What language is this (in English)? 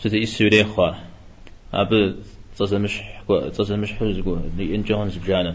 Kabardian